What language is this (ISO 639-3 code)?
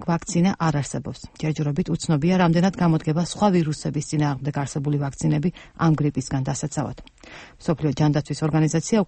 kat